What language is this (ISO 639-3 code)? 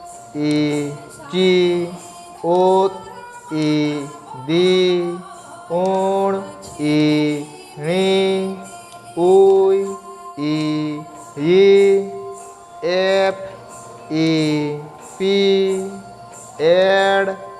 sat